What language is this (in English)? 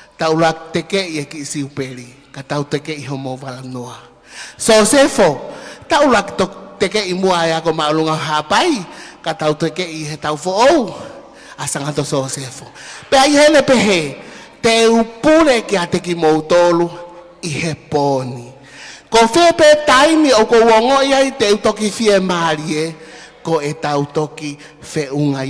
Tongan